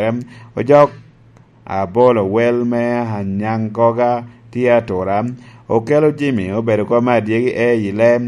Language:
Lango (Uganda)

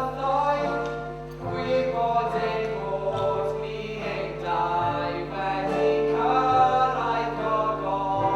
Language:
Welsh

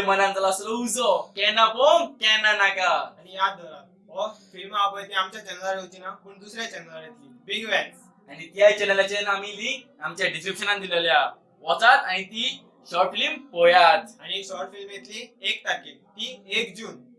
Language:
Konkani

